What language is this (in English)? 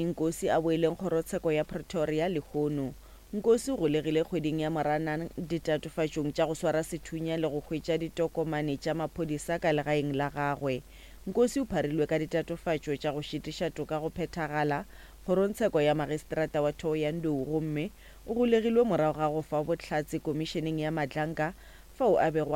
Northern Sotho